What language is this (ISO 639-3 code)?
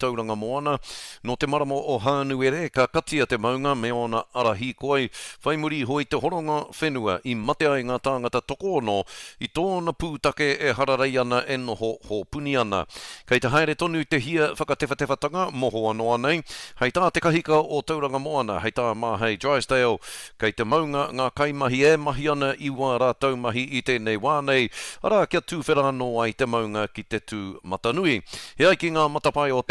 mri